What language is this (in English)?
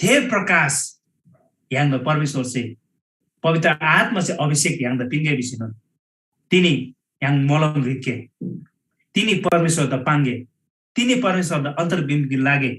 Eastern Tamang